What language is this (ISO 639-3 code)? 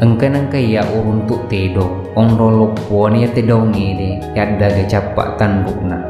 bug